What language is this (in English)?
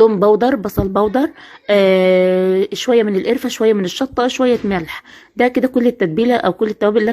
Egyptian Arabic